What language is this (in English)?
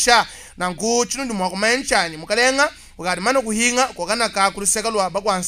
Luba-Lulua